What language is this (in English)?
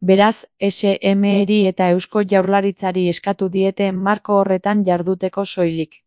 Basque